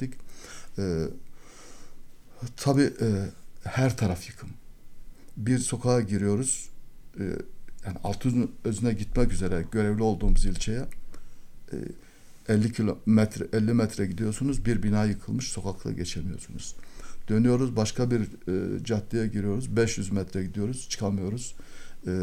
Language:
Turkish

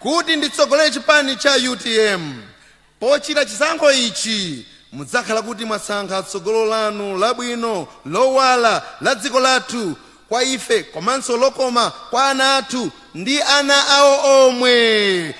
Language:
Nyanja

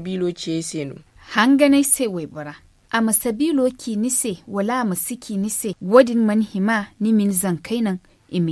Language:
Zarma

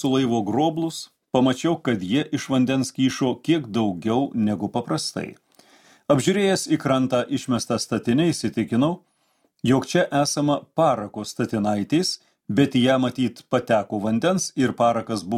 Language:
Lithuanian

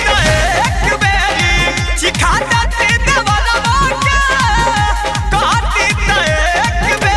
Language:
Bhojpuri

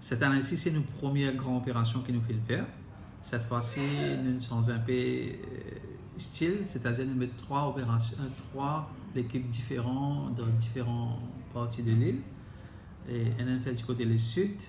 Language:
Morisyen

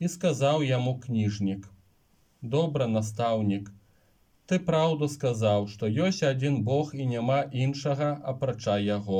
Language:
Belarusian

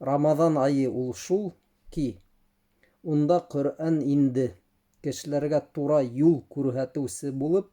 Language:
Bashkir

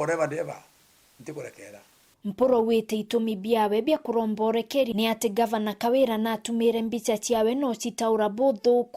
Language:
Meru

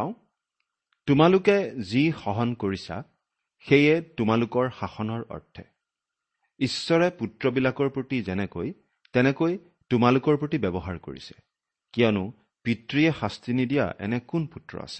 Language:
Assamese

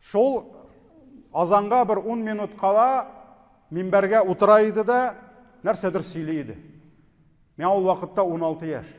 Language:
Tatar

